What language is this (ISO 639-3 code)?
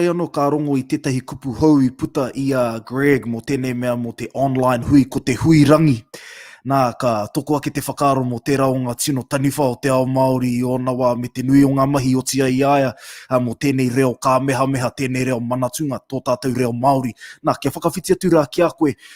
mri